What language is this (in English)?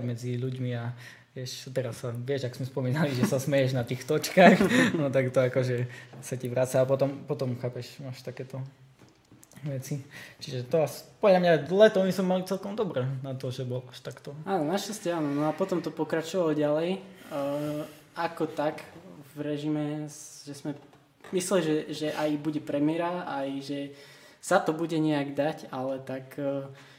Slovak